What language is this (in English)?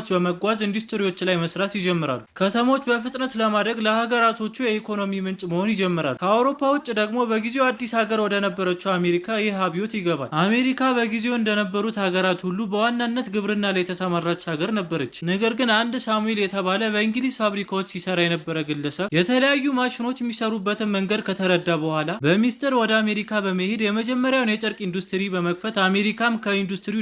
Amharic